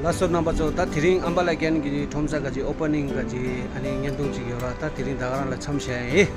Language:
Tibetan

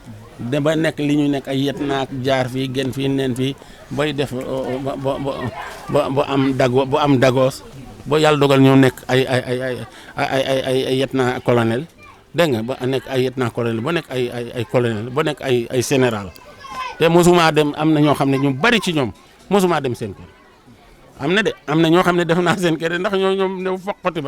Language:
Wolof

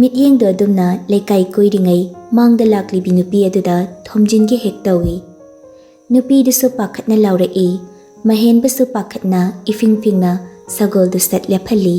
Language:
Manipuri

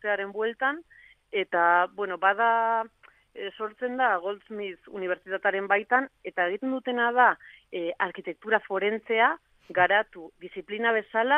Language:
Basque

